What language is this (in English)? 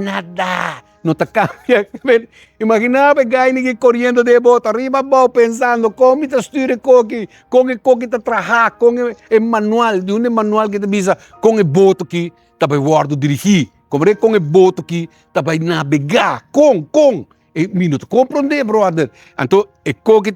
Papiamento